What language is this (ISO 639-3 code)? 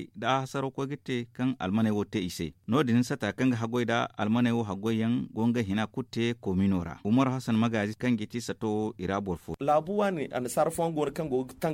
dje